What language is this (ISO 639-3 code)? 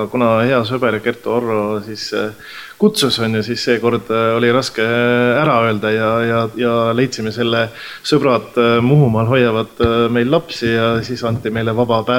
est